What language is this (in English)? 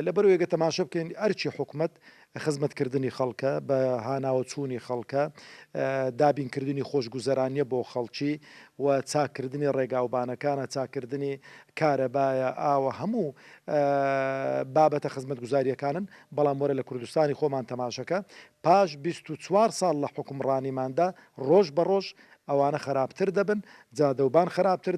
Central Kurdish